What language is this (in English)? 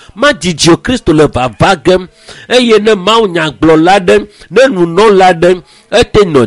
Ewe